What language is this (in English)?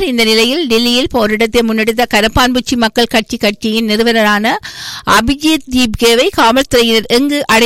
Tamil